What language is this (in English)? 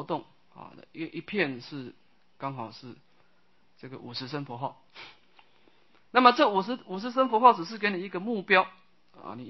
Chinese